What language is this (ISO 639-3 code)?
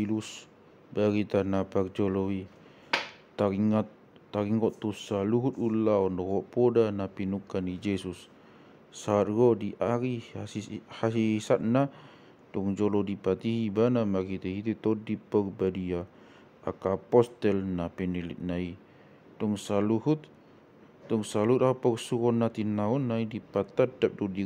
bbc